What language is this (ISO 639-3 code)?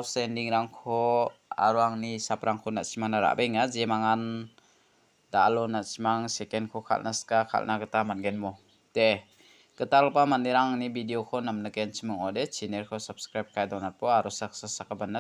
grt